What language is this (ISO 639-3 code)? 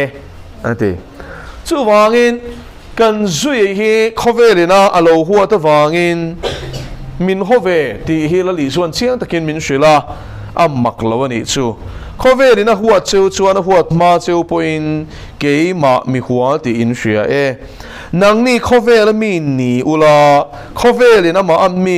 lus